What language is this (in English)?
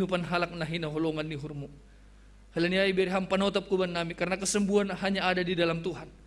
Batak Simalungun